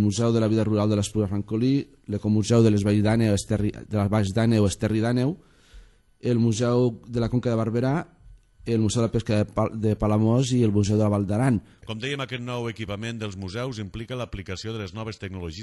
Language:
Catalan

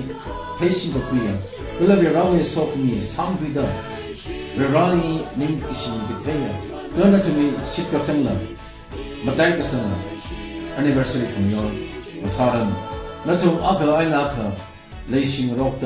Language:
Tangkhul Naga (India)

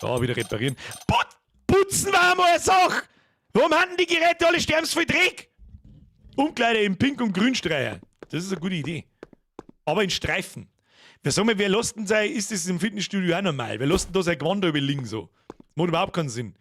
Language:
Bavarian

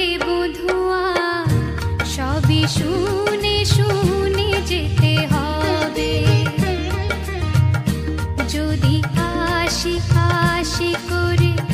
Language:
Bangla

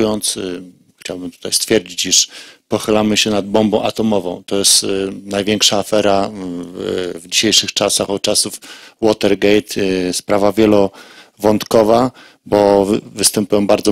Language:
Polish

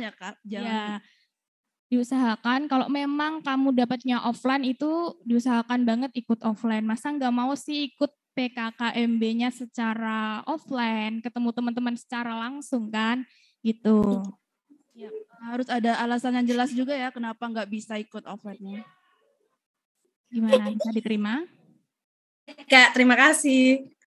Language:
Indonesian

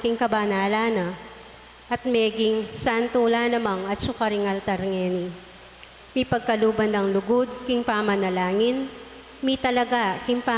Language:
Pampanga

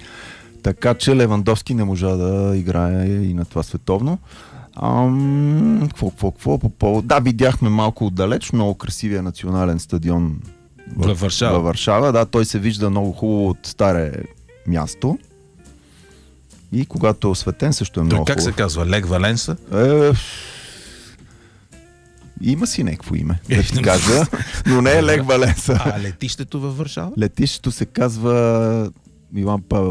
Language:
Bulgarian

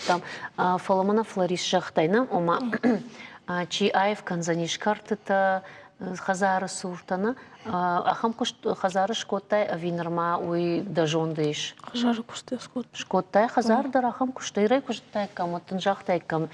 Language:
Ossetic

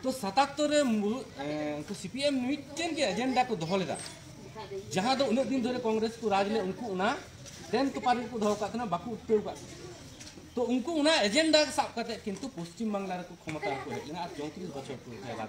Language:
Santali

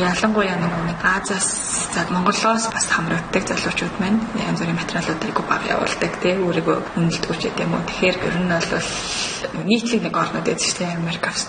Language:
Mongolian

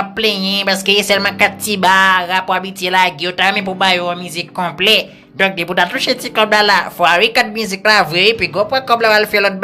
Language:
Haitian Creole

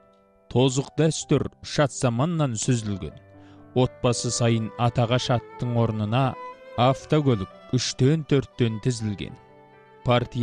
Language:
Kazakh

